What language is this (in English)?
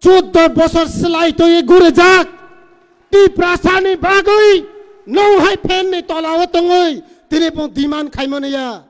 Kok Borok